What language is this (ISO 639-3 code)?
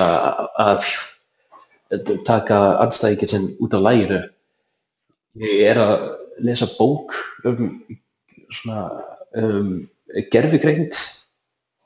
isl